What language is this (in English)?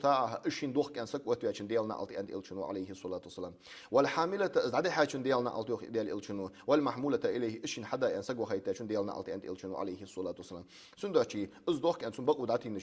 Ingush